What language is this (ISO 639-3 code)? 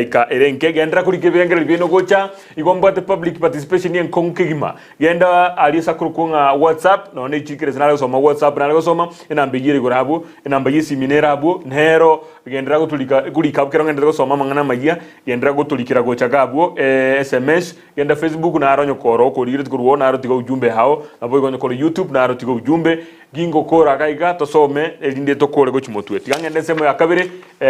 guz